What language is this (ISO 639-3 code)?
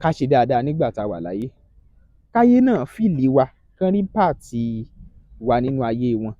yor